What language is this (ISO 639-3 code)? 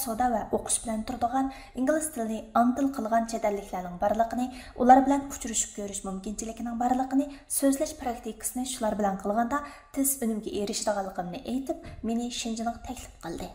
uig